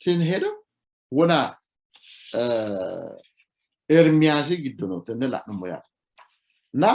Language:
Sidamo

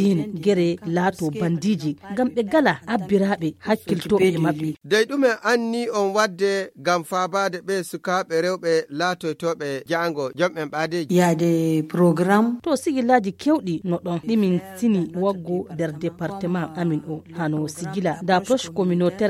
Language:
Fula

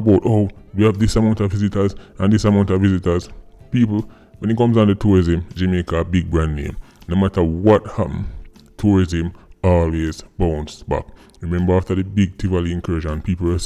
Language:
Jamaican Creole English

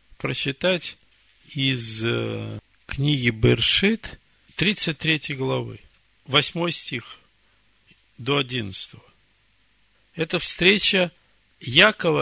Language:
Russian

